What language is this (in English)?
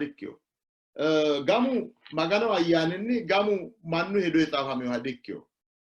Sidamo